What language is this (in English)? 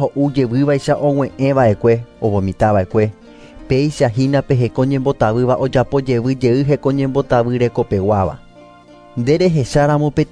Guarani